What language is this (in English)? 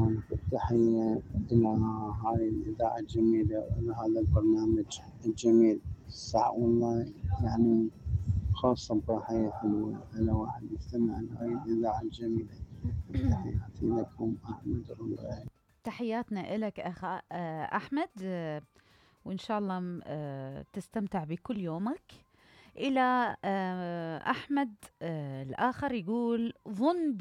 Mesopotamian Arabic